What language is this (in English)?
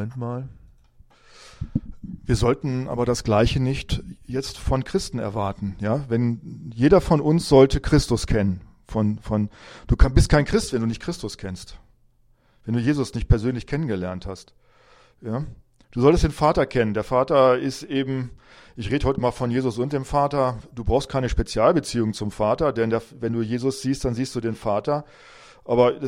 German